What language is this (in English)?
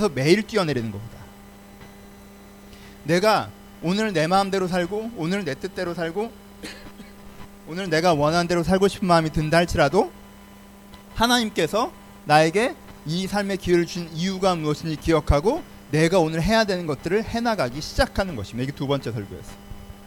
Korean